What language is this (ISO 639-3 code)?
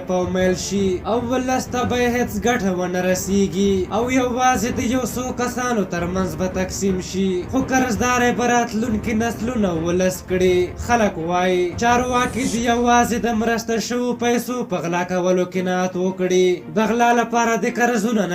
pus